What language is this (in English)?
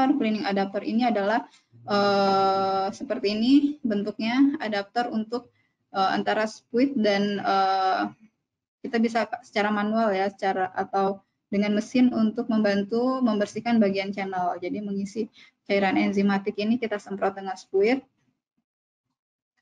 Indonesian